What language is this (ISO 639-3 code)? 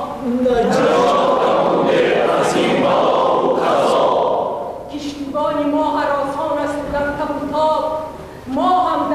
tgk